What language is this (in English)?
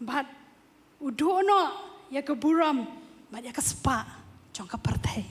Khasi